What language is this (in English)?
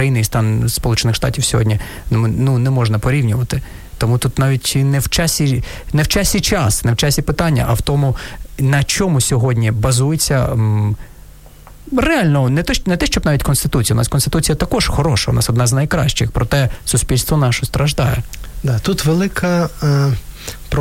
Ukrainian